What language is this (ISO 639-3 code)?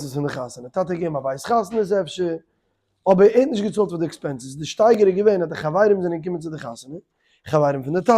yid